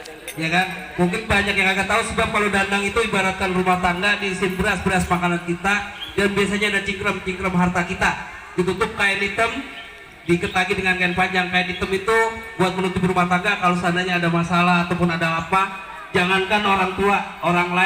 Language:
Betawi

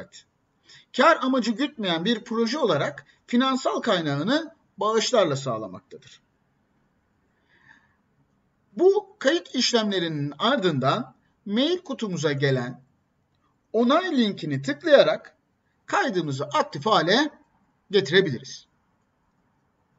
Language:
Turkish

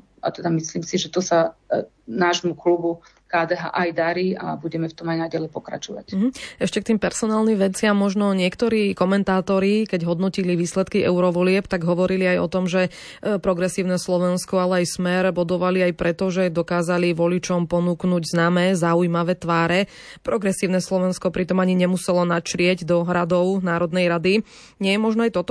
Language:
Slovak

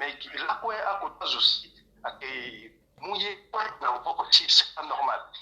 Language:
Sango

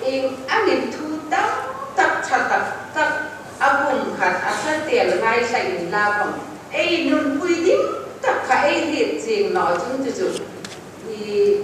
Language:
Hmar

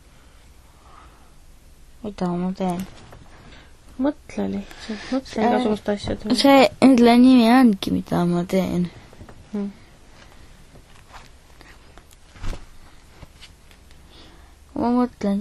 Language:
Estonian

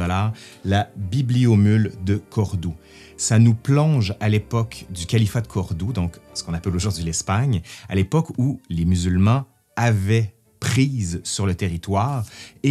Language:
French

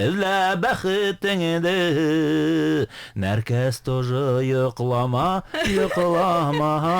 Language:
Bashkir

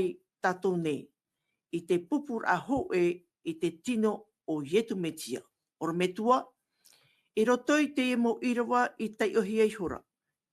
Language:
Tahitian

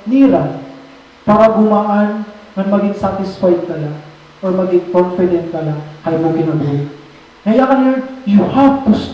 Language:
Waray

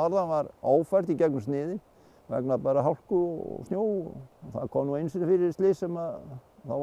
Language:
Icelandic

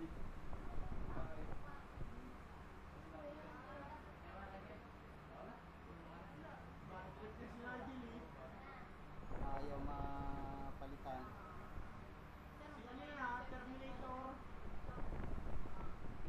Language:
Filipino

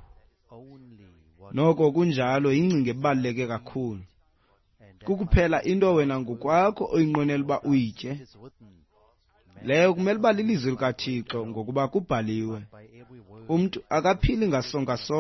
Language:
Xhosa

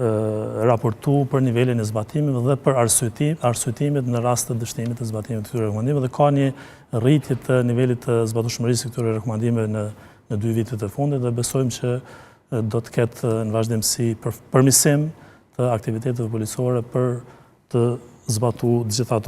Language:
Albanian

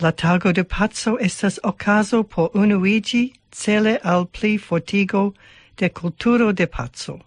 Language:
Esperanto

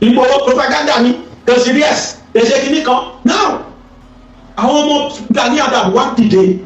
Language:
Yoruba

